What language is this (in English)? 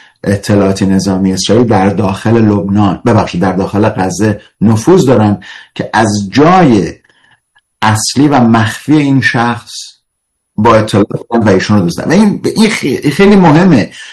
Persian